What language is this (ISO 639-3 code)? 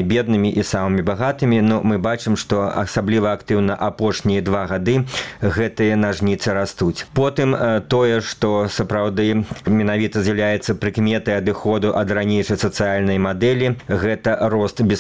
bel